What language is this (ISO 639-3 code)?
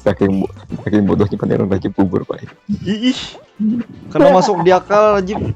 bjn